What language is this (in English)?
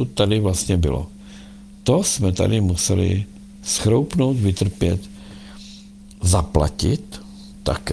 Czech